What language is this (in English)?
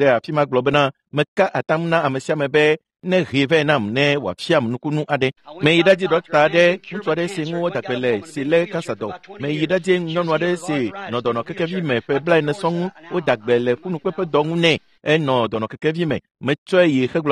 Ewe